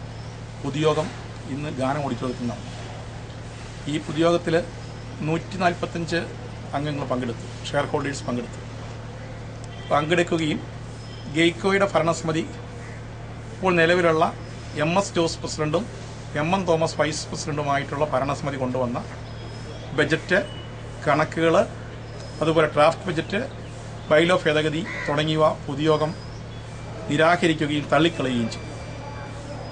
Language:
Malayalam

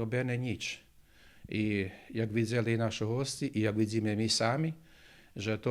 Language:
Rusyn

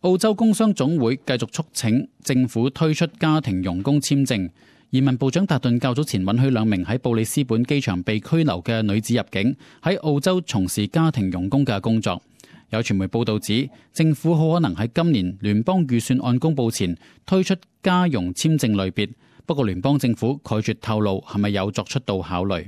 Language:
Cantonese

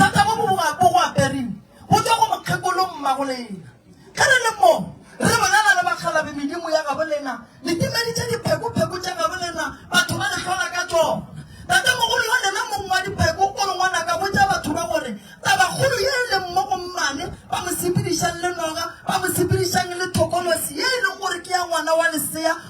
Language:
Northern Sotho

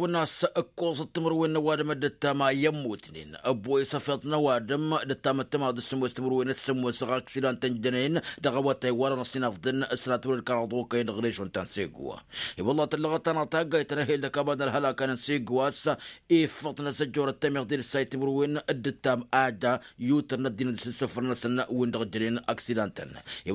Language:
Tamasheq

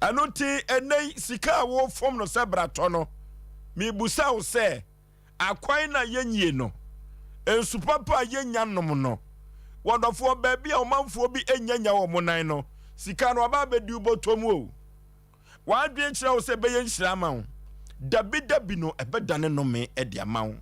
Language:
Akan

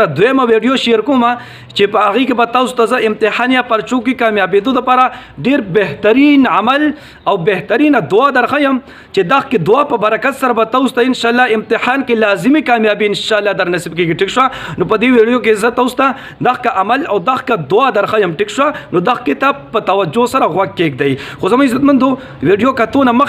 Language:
Pashto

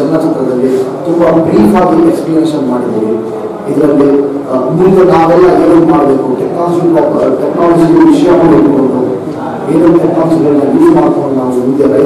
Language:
Kannada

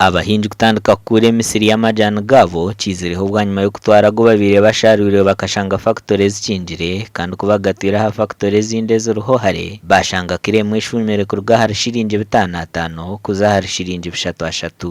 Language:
Nyankole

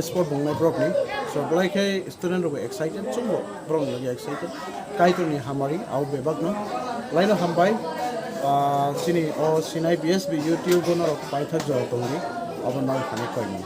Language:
Kok Borok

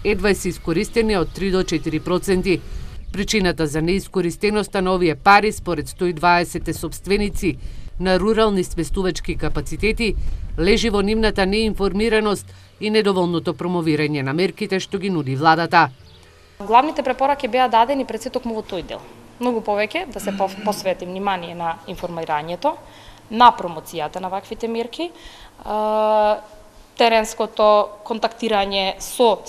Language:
Macedonian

